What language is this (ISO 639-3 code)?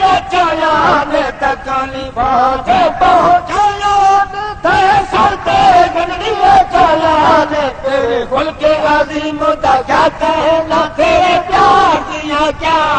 skr